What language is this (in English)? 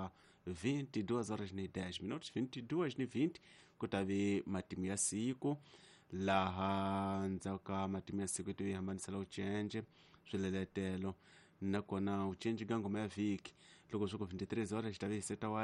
Tsonga